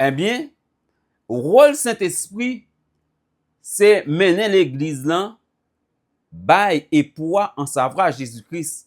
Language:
Haitian Creole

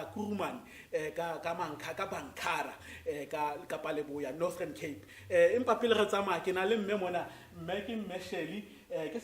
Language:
Tswana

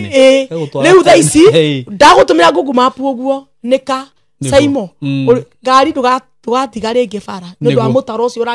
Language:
Kikuyu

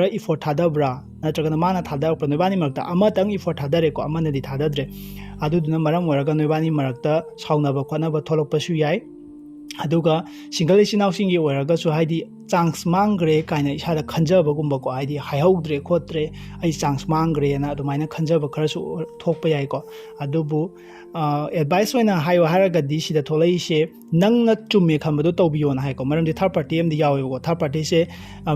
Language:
Manipuri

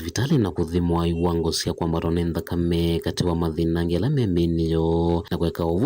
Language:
Kamba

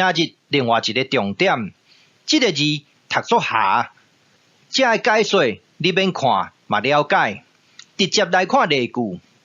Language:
Min Nan Chinese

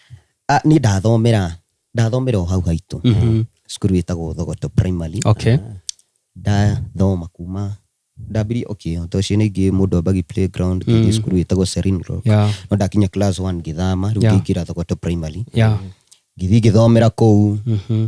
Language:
Kikuyu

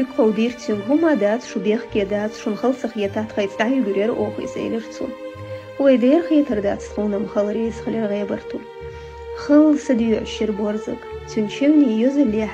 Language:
Chechen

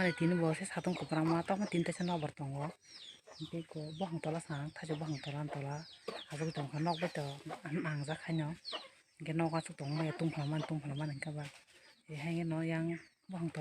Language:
Kok Borok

